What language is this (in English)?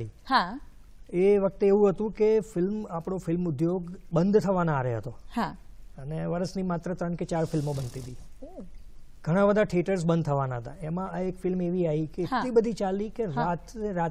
Gujarati